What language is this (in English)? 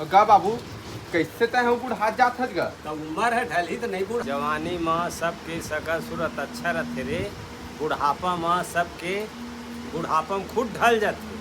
Chhattisgarhi